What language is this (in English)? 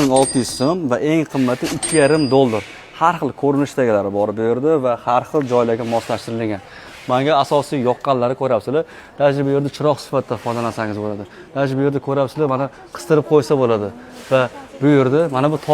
Uzbek